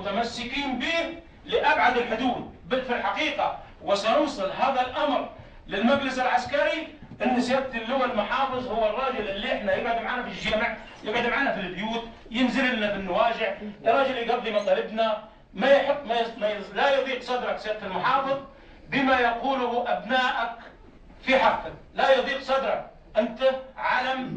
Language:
Egyptian Arabic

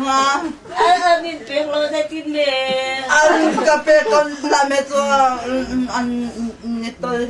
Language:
Hakha Chin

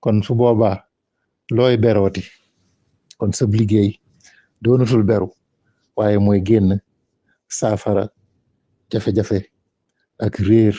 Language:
Wolof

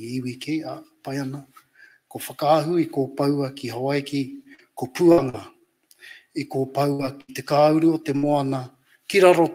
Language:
Māori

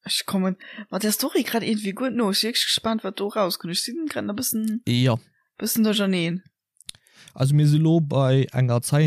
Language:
Luxembourgish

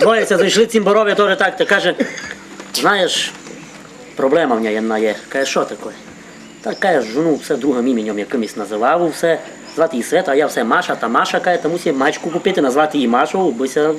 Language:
Rusyn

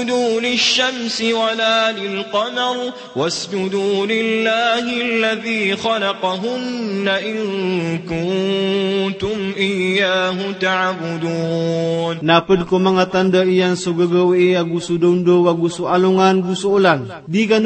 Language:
Maranao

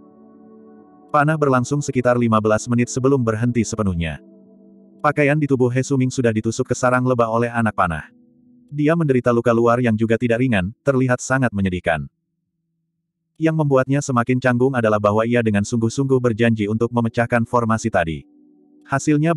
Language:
Indonesian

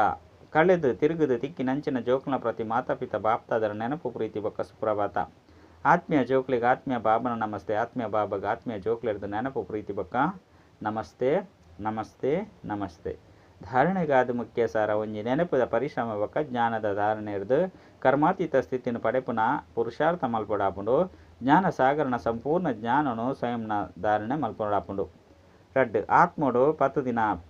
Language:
Tulu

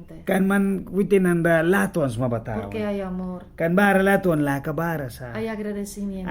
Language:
Mískito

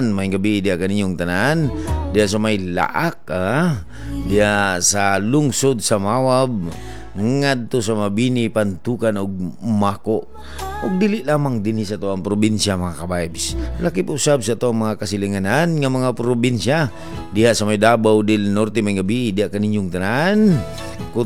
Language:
Cebuano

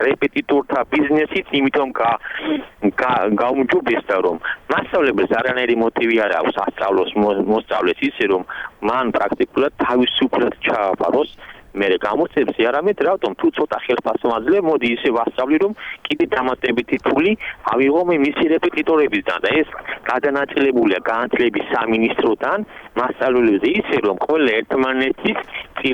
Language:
Georgian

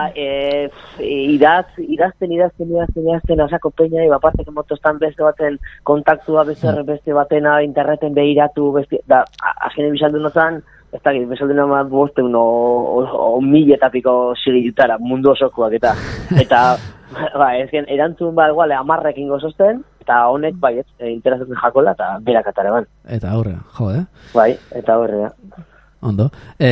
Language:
Basque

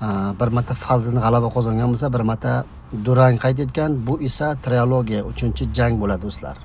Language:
Uzbek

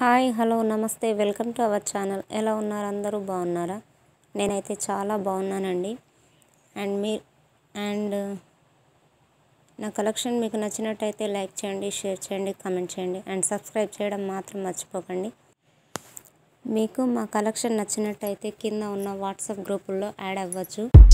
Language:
Telugu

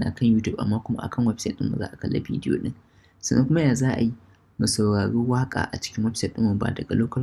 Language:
Hausa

